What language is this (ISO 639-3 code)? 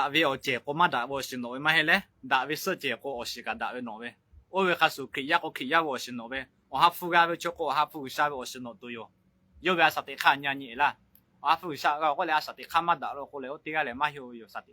lhu